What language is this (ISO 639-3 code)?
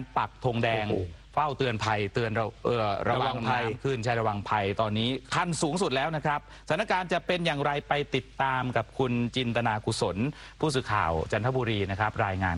tha